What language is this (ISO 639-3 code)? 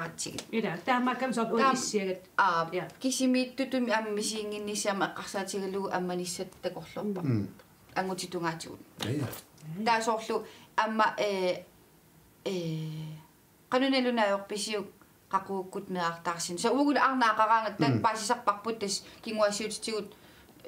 kal